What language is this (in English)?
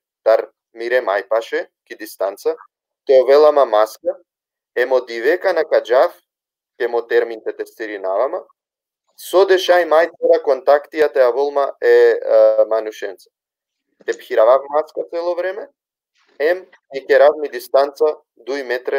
Balkan Romani